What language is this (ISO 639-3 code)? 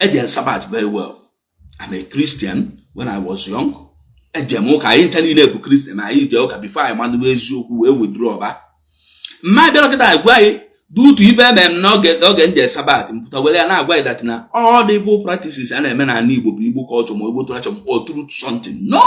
ibo